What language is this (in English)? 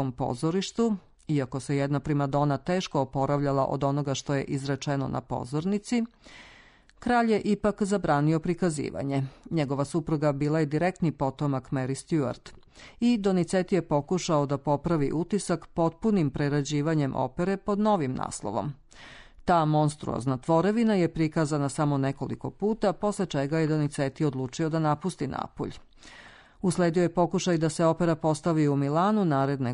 Serbian